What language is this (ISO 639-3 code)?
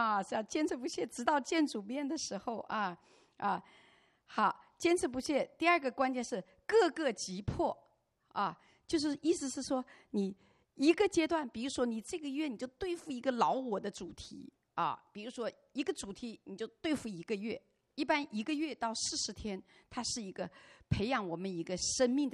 zho